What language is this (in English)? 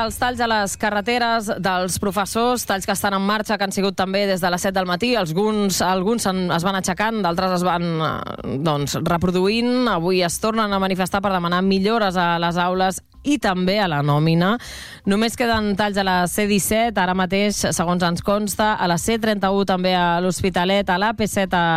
Catalan